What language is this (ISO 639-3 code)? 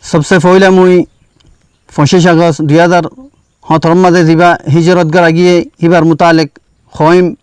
rhg